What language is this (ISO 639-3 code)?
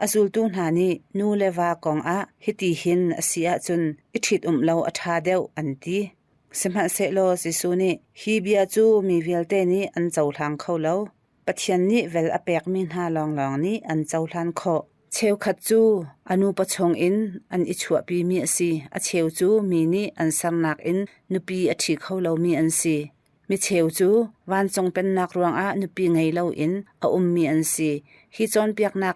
cnh